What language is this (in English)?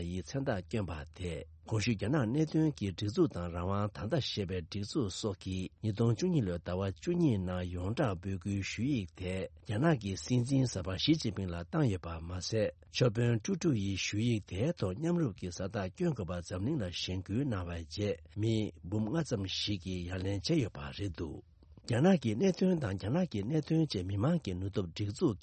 Tibetan